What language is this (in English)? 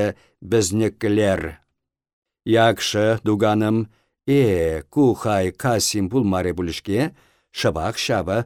Chuvash